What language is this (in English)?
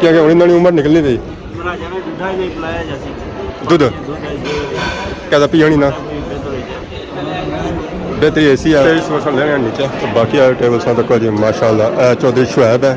Pahari-Potwari